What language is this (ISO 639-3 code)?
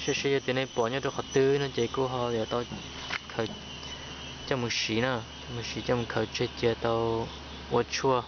hmn